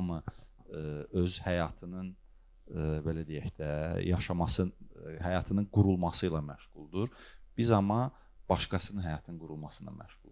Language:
Azerbaijani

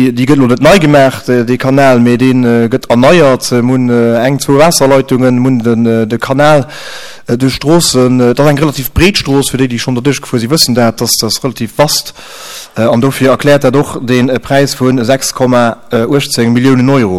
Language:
Luxembourgish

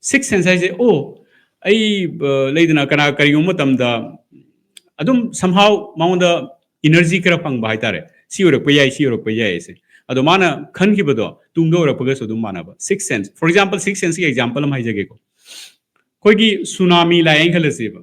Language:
Manipuri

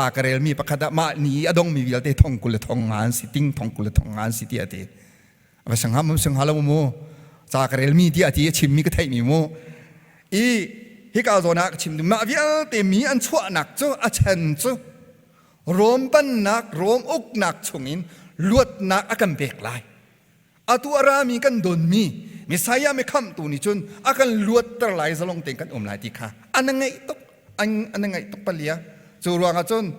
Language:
Hakha Chin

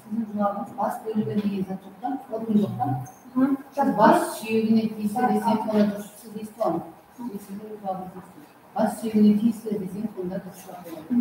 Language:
Kara-Kalpak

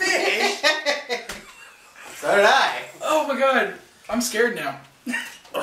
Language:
English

